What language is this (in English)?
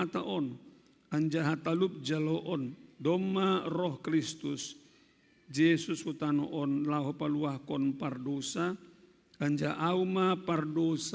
Batak Simalungun